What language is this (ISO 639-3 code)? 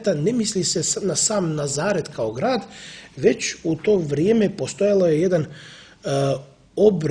hrv